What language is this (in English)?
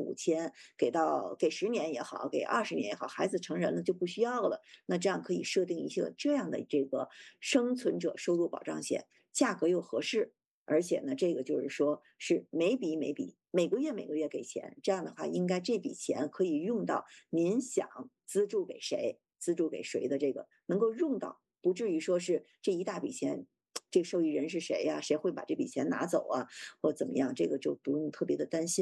Chinese